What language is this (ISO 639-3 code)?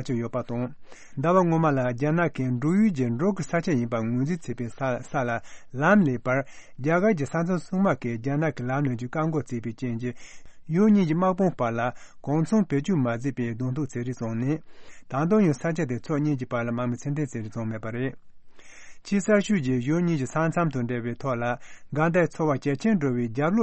bod